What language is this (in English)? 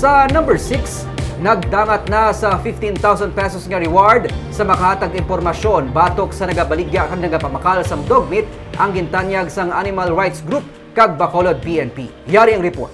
Hiligaynon